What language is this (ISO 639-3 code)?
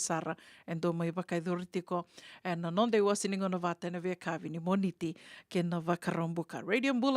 fij